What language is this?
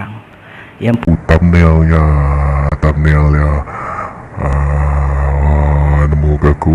Iban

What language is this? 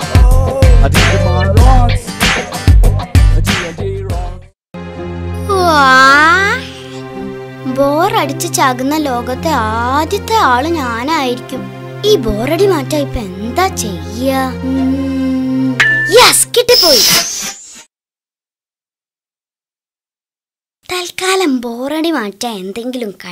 Malayalam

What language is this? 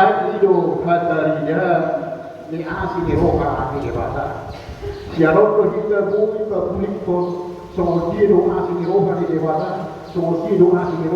Batak Toba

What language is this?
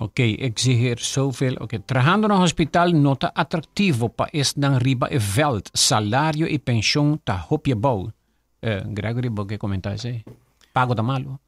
Papiamento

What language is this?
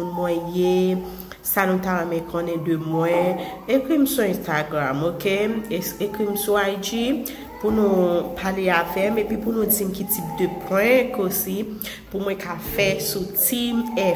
Haitian Creole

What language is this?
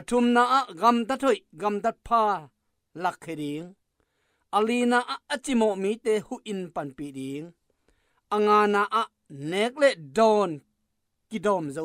Tedim Chin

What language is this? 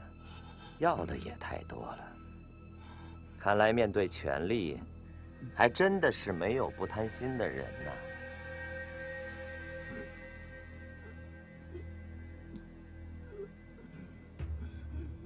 Chinese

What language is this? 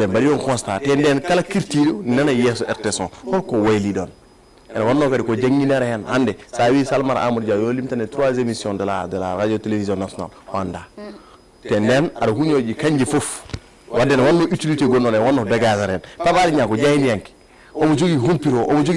Fula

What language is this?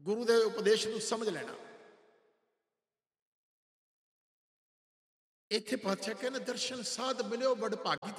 Punjabi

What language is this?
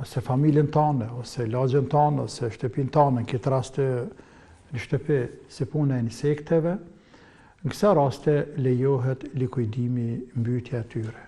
Albanian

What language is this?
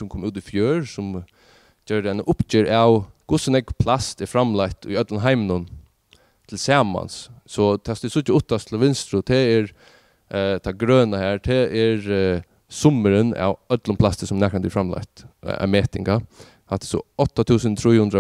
Faroese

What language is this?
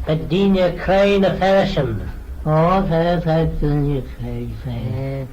Manx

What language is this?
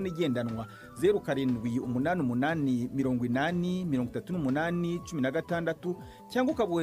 Kinyarwanda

